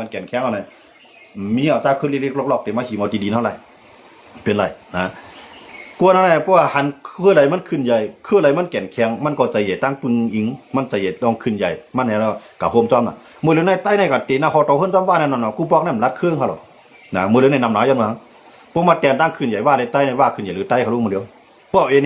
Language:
Shan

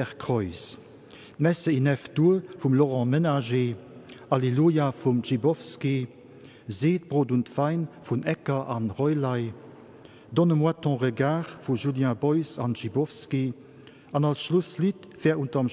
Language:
Luxembourgish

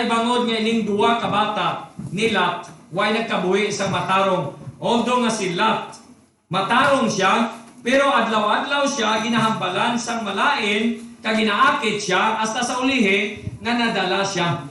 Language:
Hiligaynon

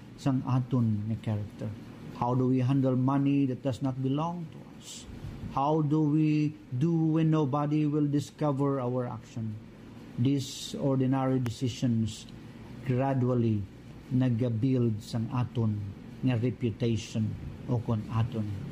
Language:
Hiligaynon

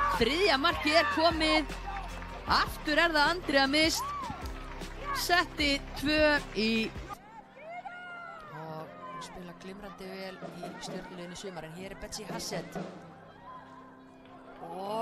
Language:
Icelandic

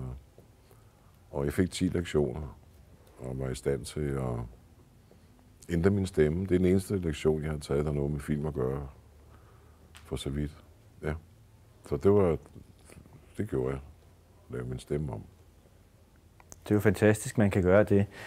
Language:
Danish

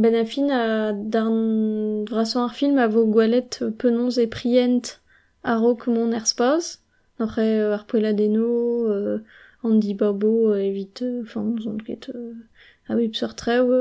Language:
Breton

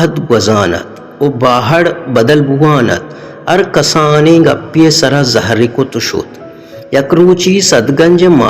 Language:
Baluchi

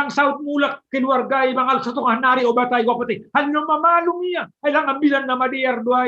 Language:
Batak Simalungun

